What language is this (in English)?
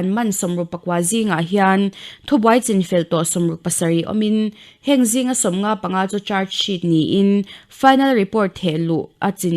Mizo